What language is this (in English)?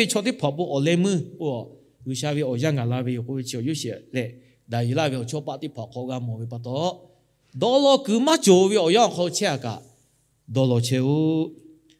Lahu